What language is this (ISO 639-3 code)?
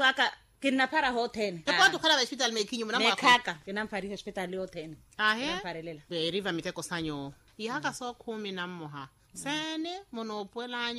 vmw